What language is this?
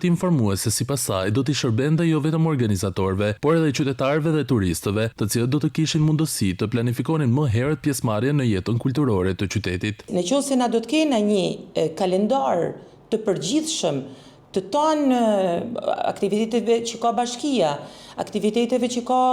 Albanian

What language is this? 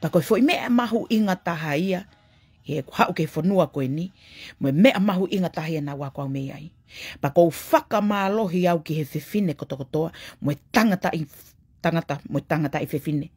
Tongan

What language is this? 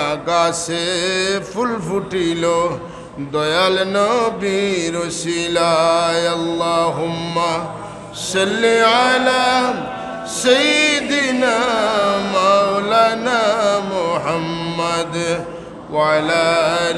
Sylheti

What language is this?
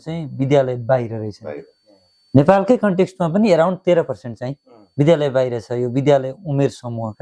Nepali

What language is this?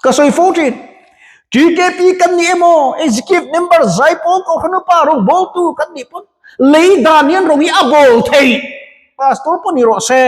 Mizo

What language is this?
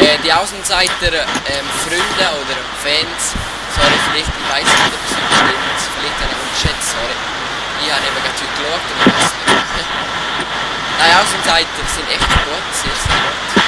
Swiss German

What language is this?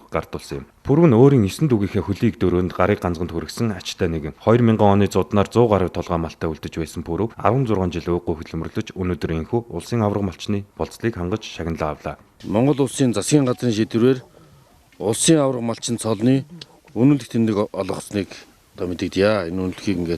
Mongolian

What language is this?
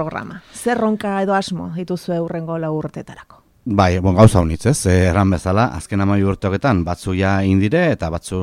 Basque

